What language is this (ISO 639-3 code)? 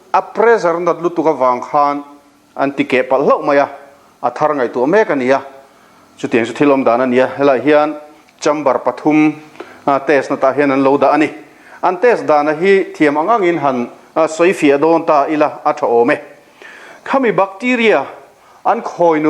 lus